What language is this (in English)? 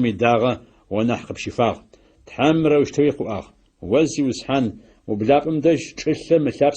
Adyghe